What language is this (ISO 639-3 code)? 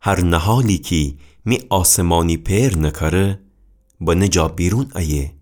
glk